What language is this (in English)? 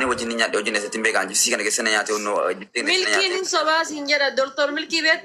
Oromo